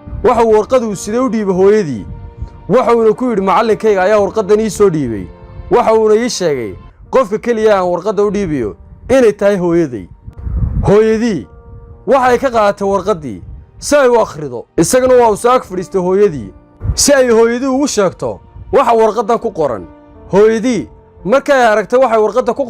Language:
Somali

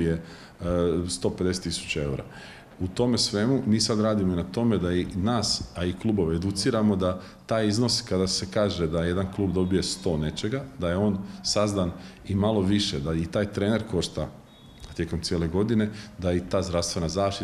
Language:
Croatian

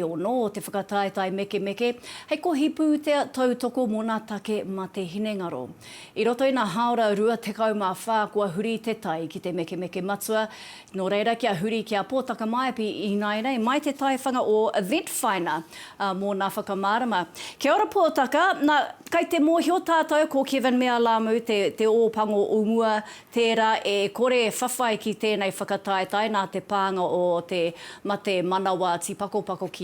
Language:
Māori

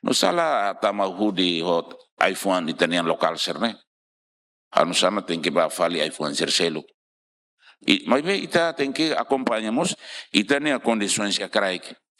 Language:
Tetum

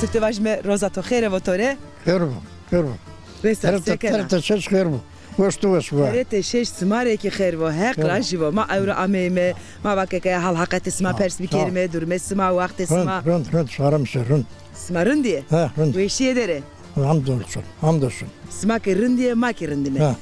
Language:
Zaza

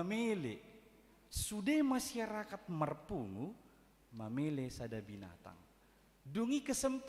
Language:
Batak Toba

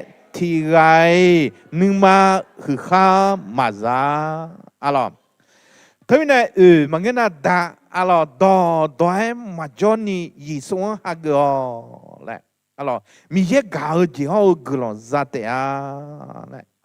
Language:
Akha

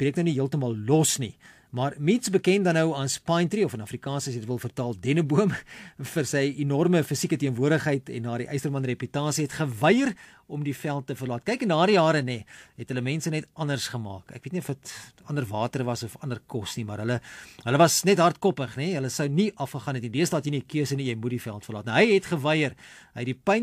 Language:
Afrikaans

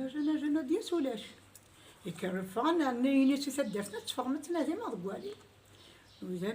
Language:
Kabyle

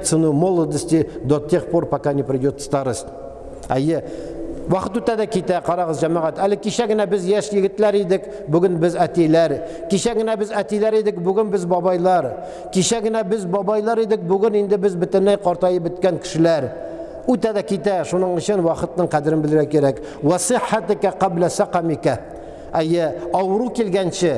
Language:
Tatar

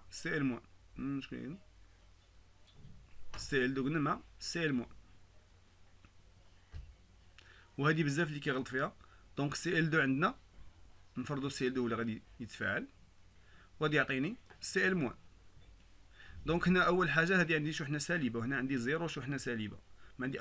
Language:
Moroccan Arabic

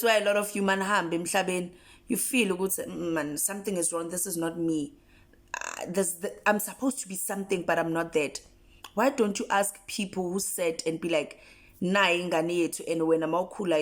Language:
Zulu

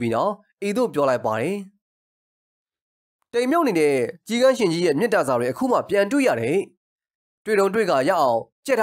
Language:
Burmese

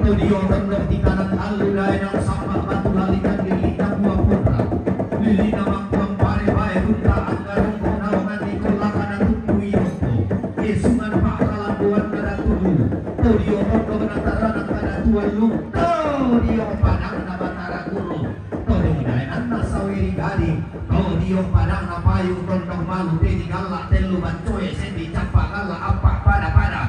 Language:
Toraja-Sa'dan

